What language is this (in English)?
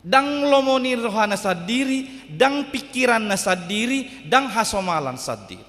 Batak Toba